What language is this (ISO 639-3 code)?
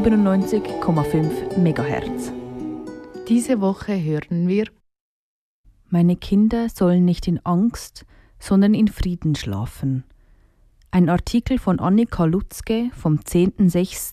deu